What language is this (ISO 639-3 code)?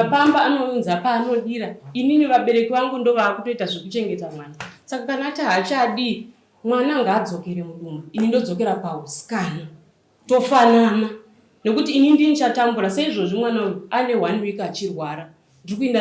sna